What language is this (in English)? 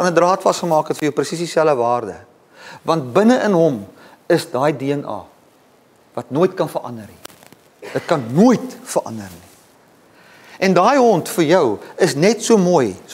Afrikaans